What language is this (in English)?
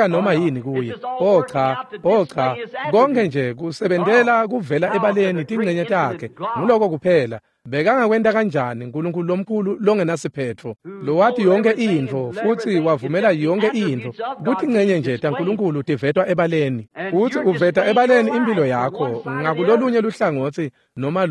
Swati